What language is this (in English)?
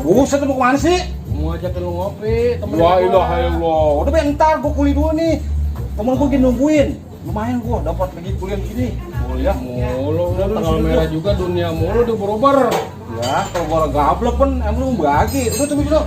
Betawi